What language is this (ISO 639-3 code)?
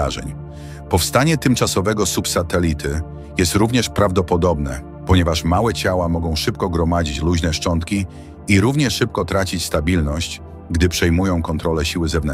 pol